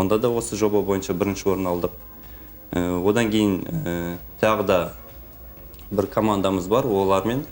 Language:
Kazakh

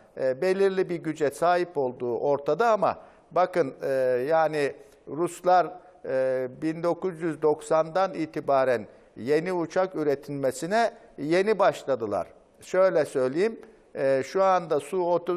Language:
Turkish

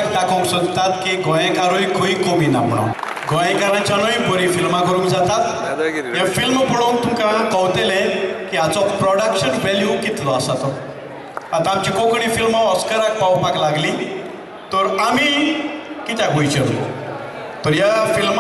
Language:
Konkani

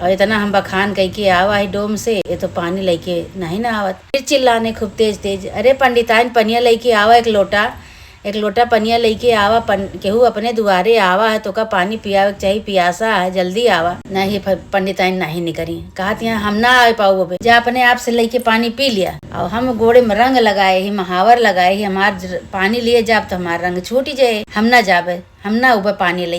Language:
Awadhi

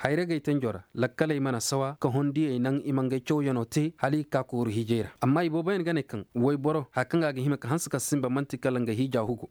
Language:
Koyraboro Senni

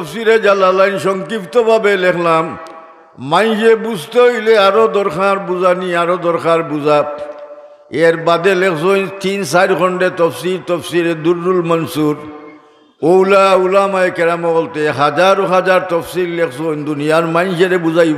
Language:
Sylheti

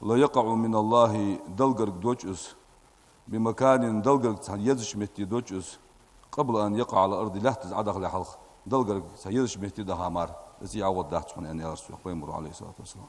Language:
Ingush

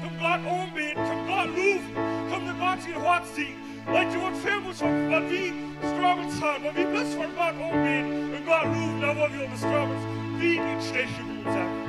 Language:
Plautdietsch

